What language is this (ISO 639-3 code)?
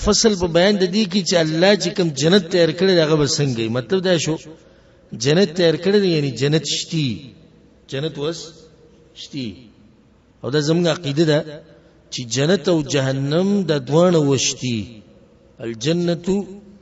pus